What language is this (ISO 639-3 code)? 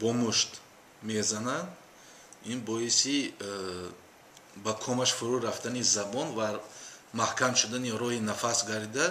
tgk